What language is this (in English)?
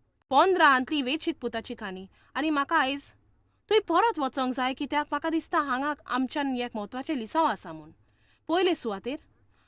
Konkani